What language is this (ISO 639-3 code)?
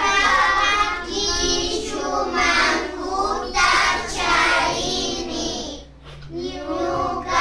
qvi